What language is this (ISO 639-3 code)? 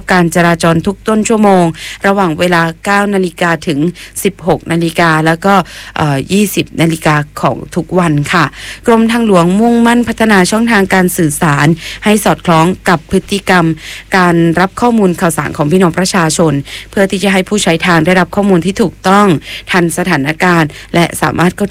tha